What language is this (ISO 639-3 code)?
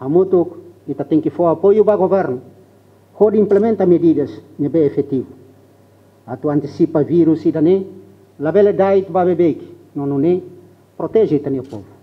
tet